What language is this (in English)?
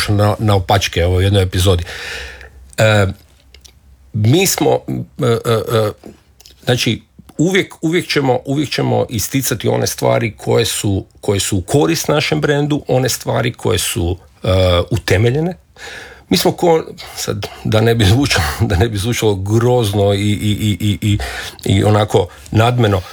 Croatian